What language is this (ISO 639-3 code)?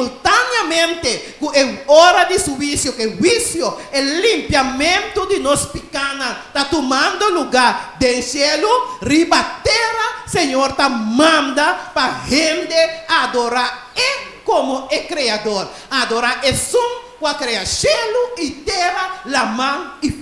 pap